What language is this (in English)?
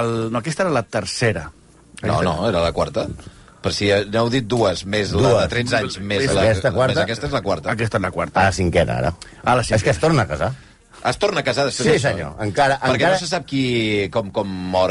Catalan